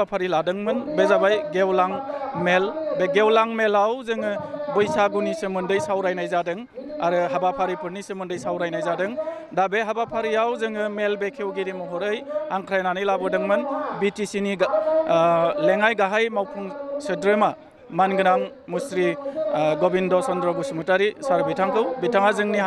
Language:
Bodo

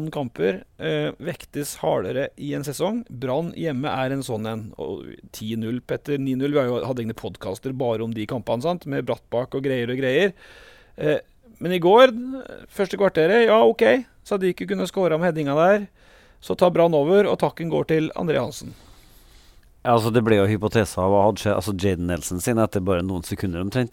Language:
Norwegian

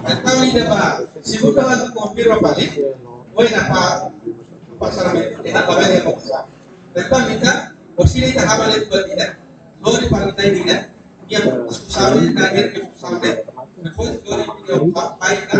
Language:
Tetum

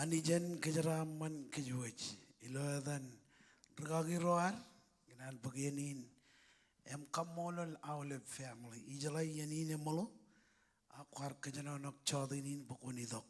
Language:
Marshallese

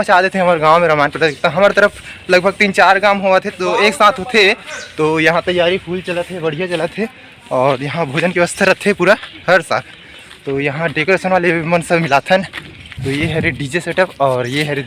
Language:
Chhattisgarhi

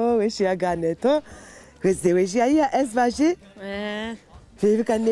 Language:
Zaza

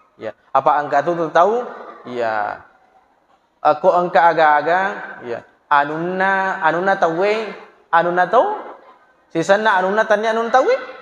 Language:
Buginese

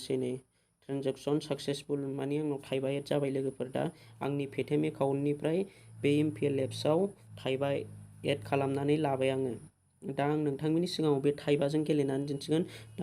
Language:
Bodo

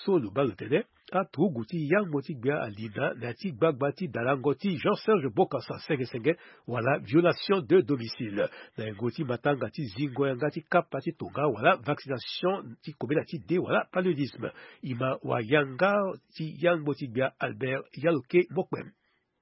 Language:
Sango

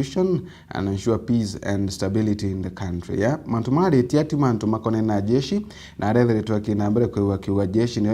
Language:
Meru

